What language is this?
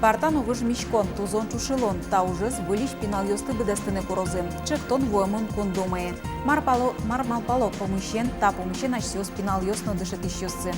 Udmurt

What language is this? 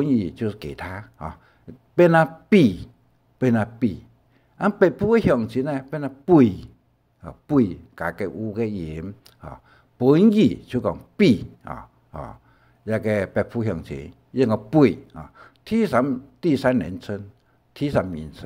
Hakka Chinese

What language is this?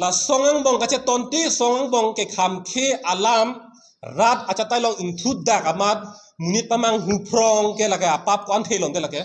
Karbi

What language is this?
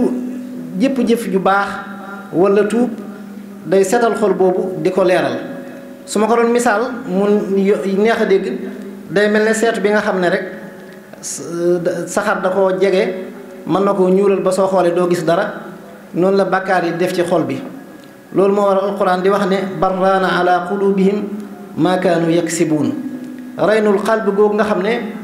Wolof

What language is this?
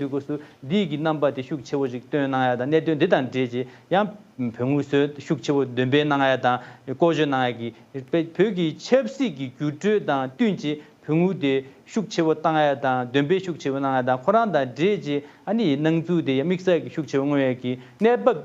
Tibetan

